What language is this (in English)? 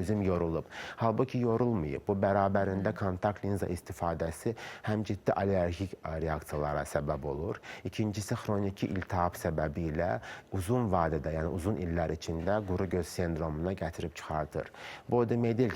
Azerbaijani